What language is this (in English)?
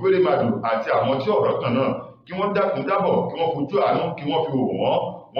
Yoruba